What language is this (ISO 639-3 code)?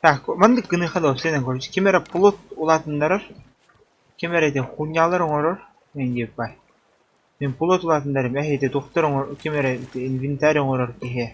sah